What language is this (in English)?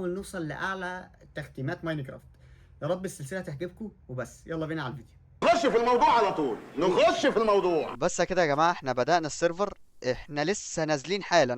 Egyptian Arabic